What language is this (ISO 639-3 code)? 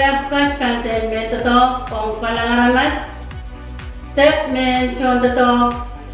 pon